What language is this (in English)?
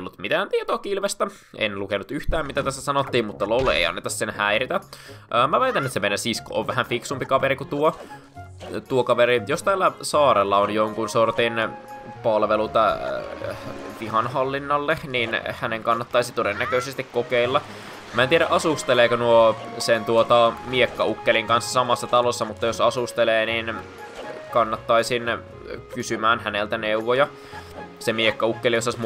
Finnish